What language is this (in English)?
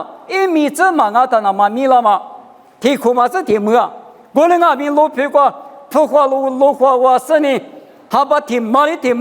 Lisu